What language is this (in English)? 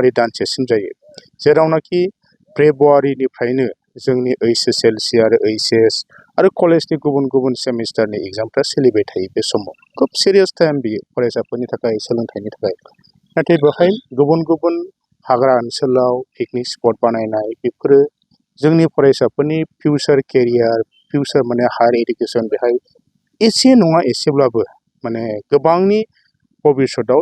Bodo